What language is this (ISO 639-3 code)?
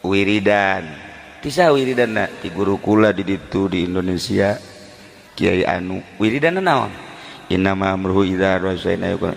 sun